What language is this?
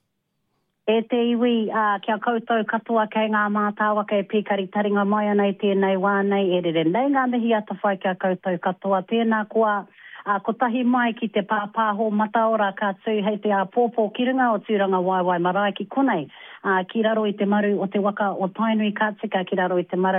Māori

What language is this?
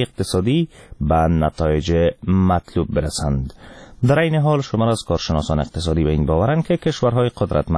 Persian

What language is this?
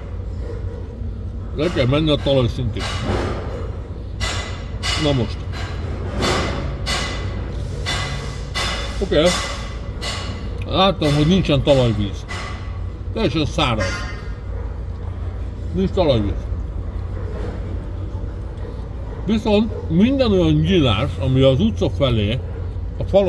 Hungarian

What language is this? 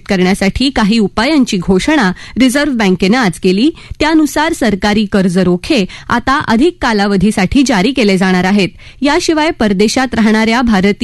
Marathi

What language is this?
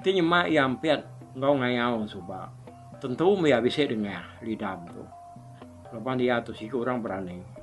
Iban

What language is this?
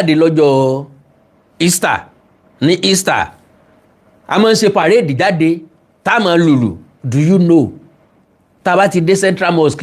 Yoruba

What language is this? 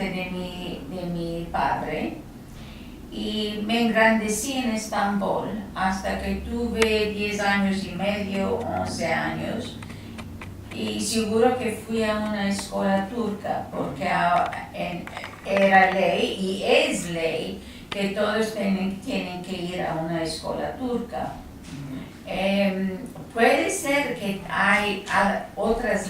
Ladino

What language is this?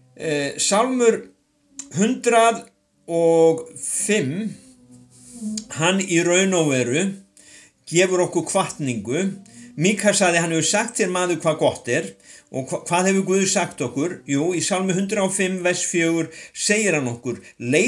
Icelandic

